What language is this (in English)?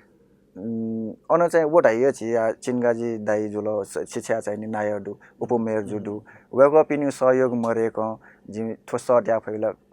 Newari